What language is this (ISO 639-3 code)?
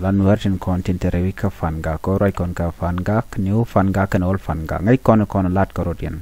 nus